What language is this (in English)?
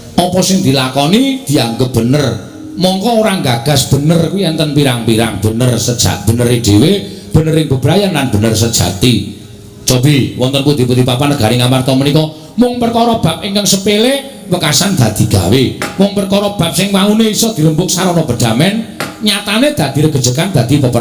Javanese